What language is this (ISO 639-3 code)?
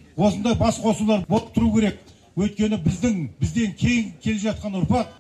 kaz